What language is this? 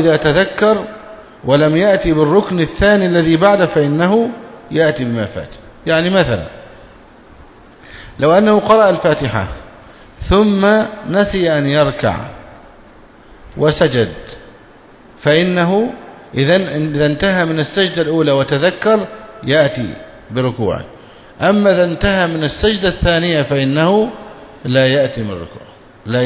Arabic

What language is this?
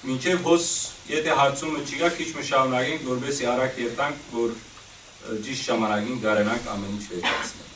Western Armenian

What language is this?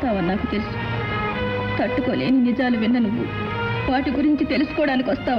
Telugu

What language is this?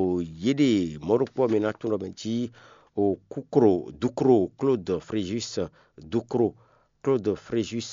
Fon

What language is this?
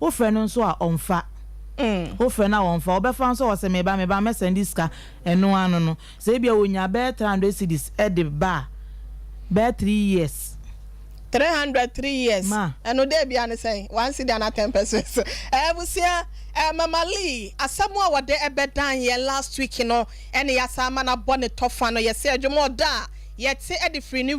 Akan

